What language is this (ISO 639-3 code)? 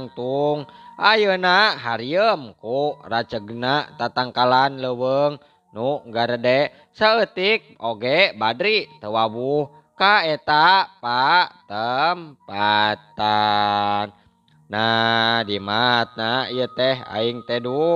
sun